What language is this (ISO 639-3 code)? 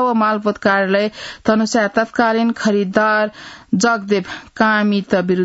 new